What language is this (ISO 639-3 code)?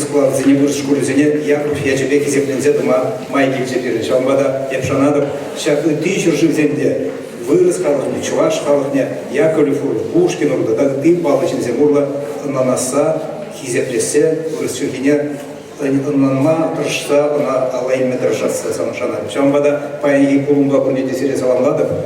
chv